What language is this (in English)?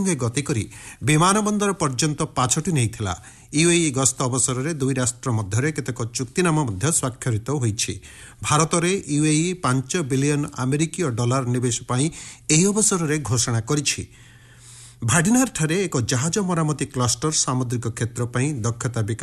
Odia